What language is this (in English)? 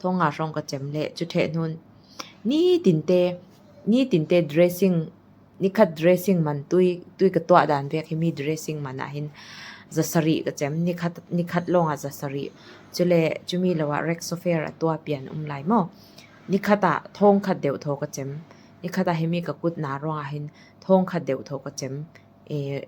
Falam Chin